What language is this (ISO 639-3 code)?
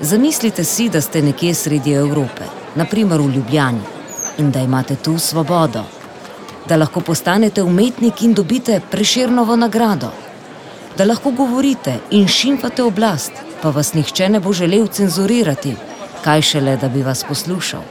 slv